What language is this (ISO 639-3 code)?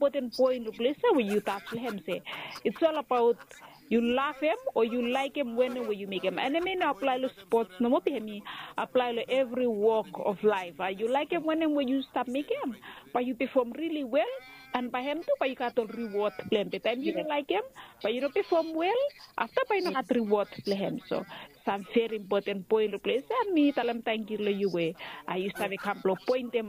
bis